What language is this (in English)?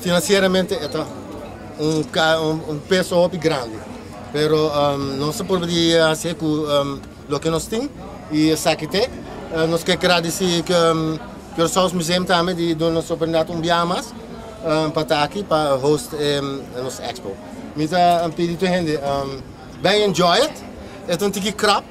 Papiamento